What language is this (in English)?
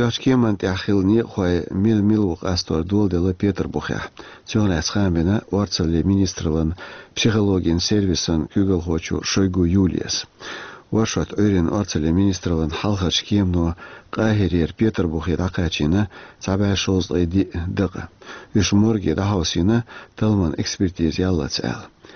Chechen